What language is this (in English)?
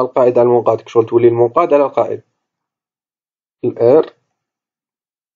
Algerian Arabic